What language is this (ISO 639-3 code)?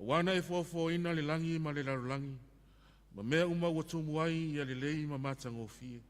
smo